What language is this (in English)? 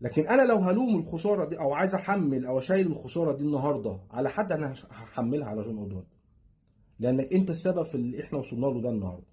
Egyptian Arabic